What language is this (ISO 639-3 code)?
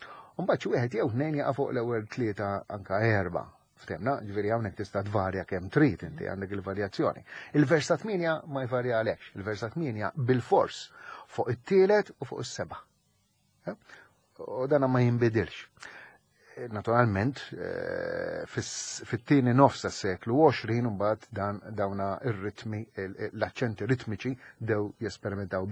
mlt